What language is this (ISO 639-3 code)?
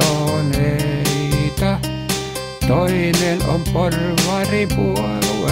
fin